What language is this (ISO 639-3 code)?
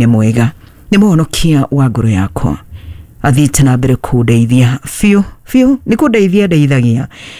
kik